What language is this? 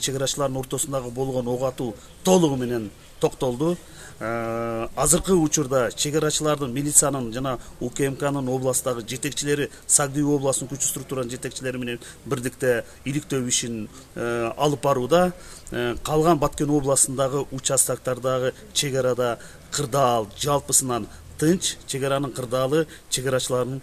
Kyrgyz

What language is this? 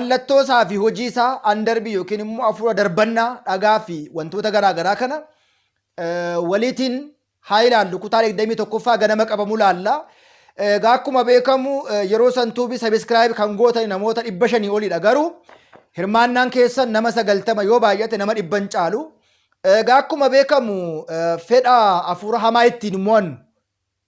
Oromo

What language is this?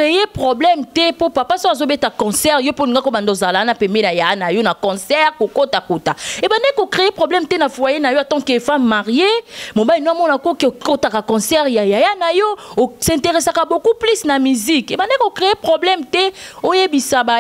Lingala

